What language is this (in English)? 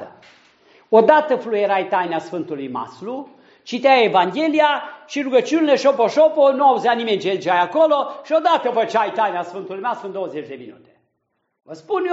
Romanian